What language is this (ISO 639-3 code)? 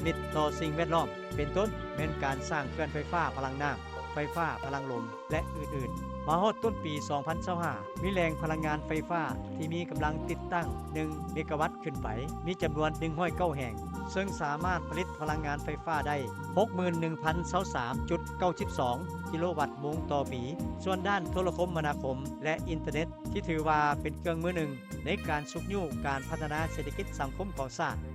lao